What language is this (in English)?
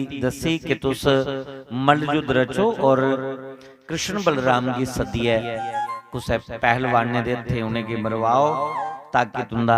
Dogri